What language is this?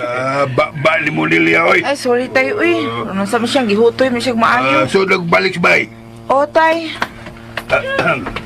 Cebuano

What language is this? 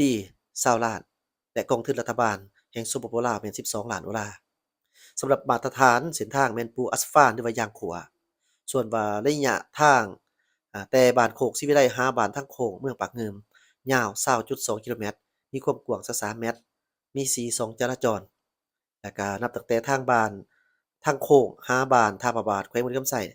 Lao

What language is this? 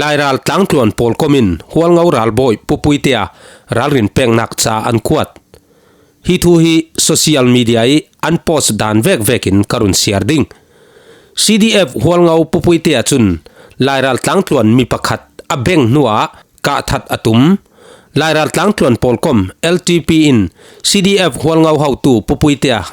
Falam Chin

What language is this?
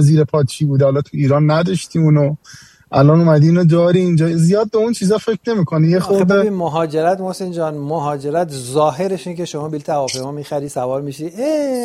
Persian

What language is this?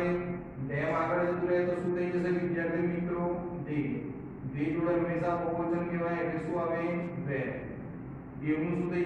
Gujarati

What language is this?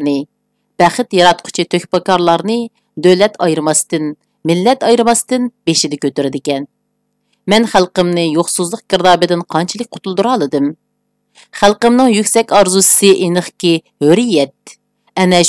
Uyghur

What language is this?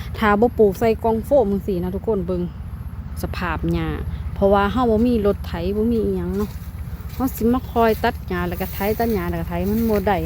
Northeastern Thai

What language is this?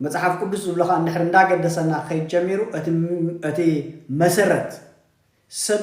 Tigrinya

